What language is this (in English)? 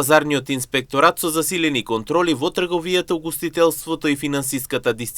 Macedonian